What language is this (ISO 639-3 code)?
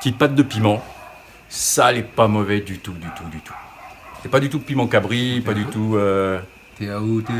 rcf